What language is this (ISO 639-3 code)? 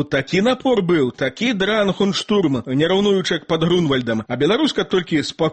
bel